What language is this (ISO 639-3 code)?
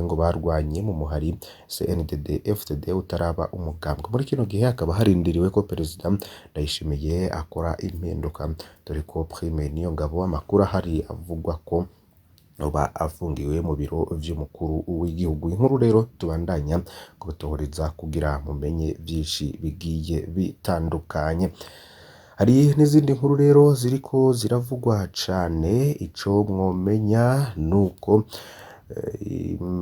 run